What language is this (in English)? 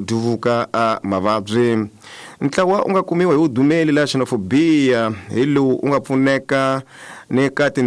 Tsonga